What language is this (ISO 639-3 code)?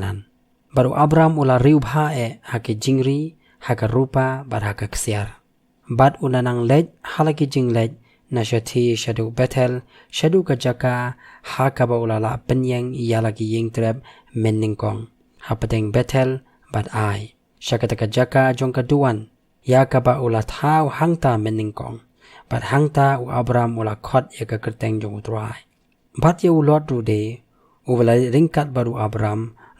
kha